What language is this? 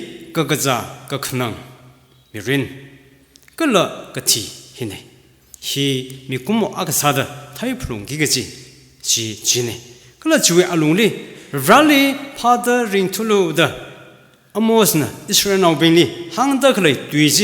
Tangkhul Naga (India)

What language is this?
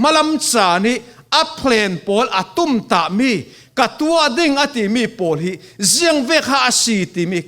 Falam Chin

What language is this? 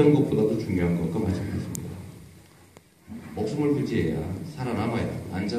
Korean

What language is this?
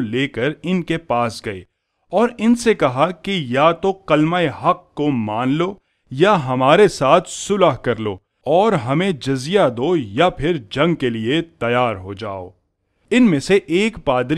Urdu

